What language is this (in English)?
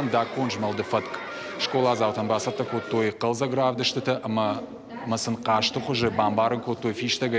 Ossetic